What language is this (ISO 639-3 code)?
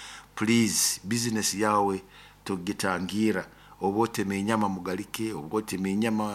nyo